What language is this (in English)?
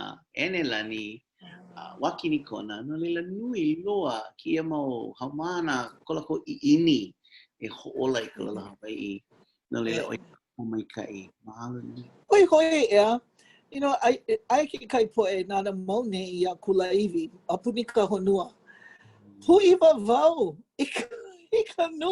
Hawaiian